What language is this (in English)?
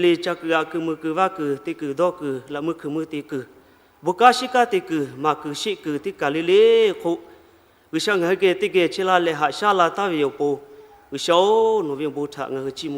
Lahu